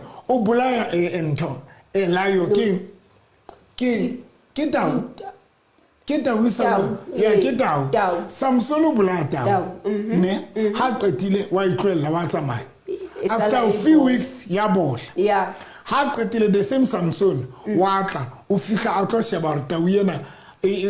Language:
Southern Sotho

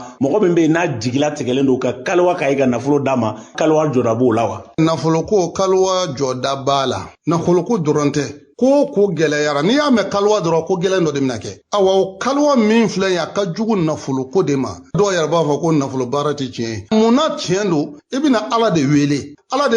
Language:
Bambara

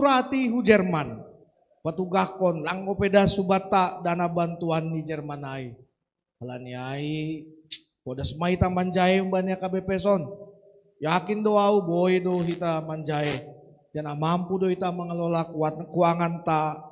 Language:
Batak Simalungun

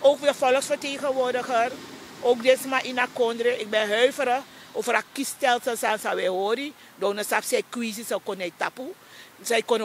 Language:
Sranan Tongo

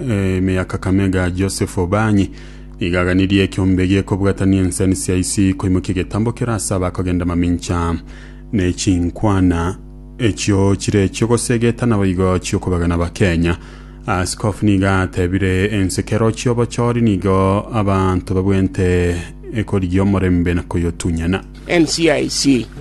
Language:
Gusii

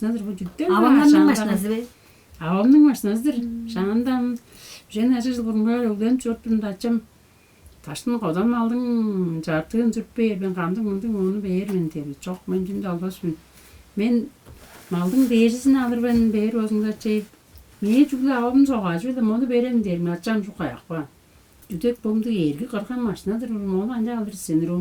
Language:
Tuvinian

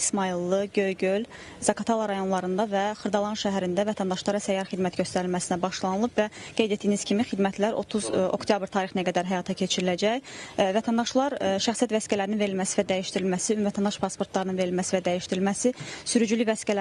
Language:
Azerbaijani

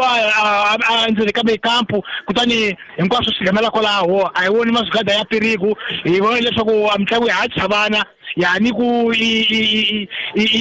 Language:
Tsonga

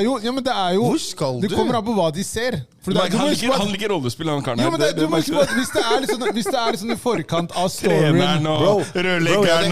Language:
Norwegian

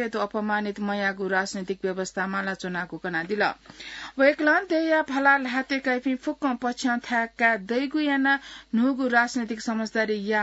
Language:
Newari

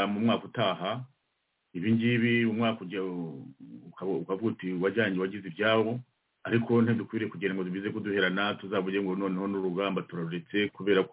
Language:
Kinyarwanda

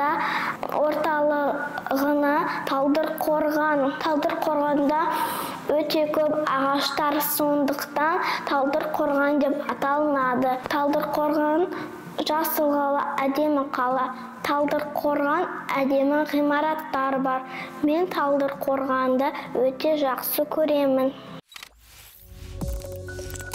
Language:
Kazakh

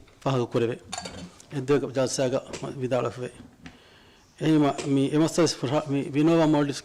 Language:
Divehi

